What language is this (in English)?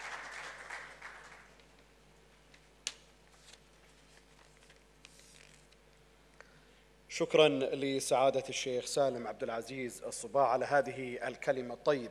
Arabic